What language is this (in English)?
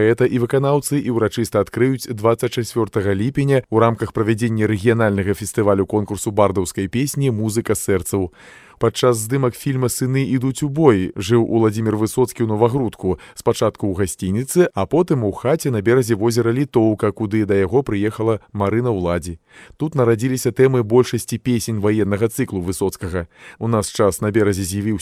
Belarusian